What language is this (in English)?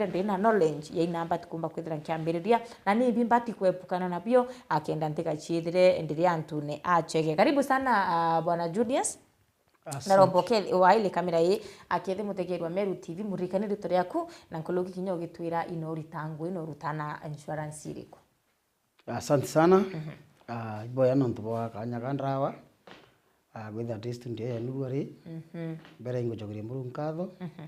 Meru